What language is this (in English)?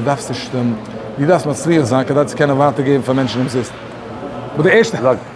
Yiddish